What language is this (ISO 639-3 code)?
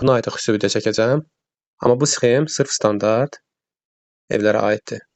aze